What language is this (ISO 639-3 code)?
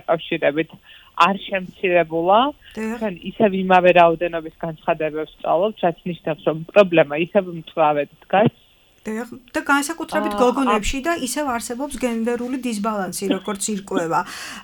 kat